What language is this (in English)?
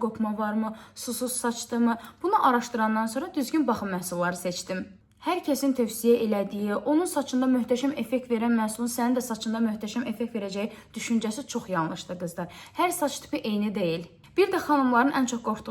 Azerbaijani